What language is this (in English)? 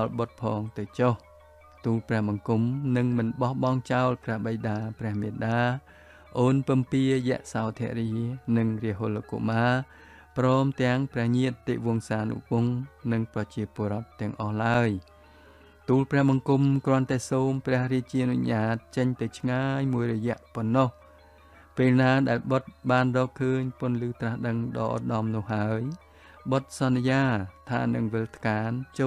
Khmer